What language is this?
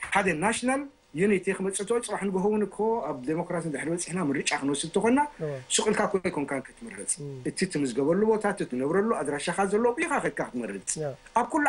Tigrinya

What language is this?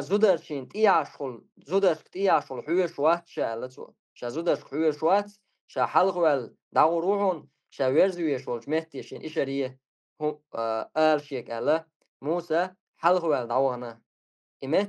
Chechen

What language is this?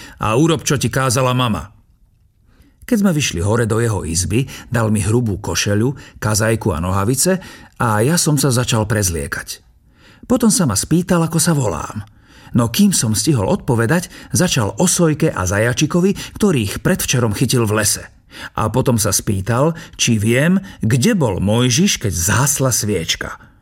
Slovak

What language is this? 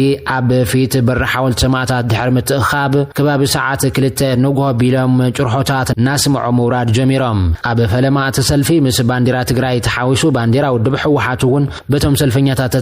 Tigrinya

